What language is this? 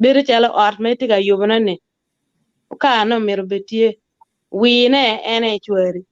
Acoli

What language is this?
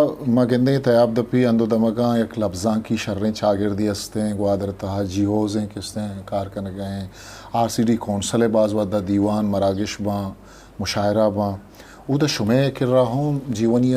Eastern Balochi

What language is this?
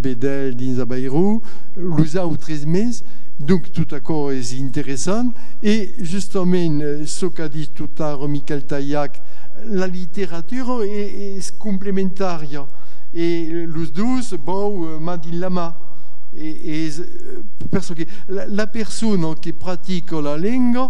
Occitan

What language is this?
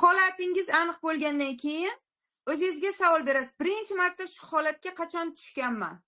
Uzbek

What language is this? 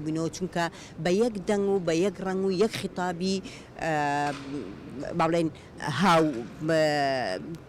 Central Kurdish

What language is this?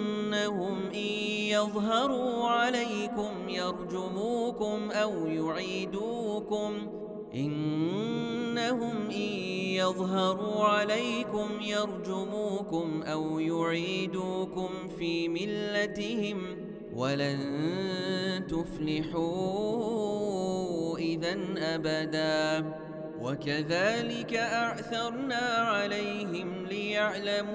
Arabic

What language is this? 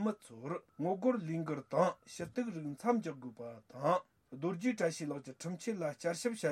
Tibetan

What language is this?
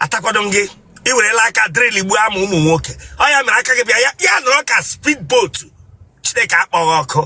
Igbo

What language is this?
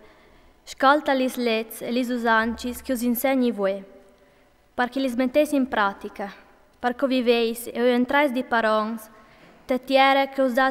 Friulian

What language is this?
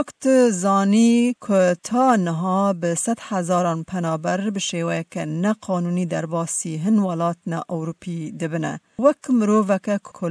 Kurdish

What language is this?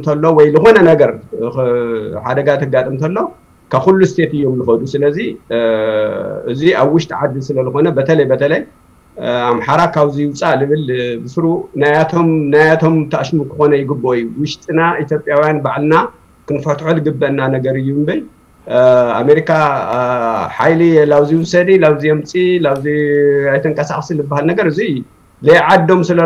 Tigrinya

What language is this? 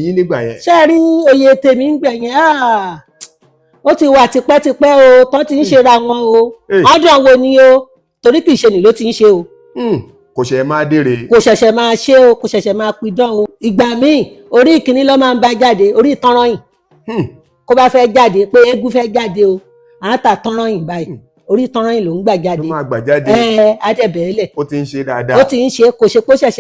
Yoruba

